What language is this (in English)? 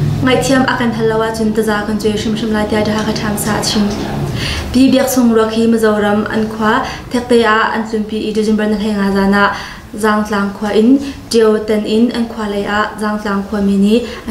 Hakha Chin